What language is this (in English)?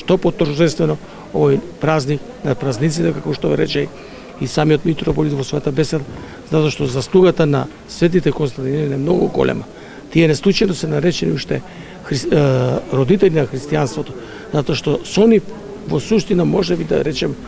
Macedonian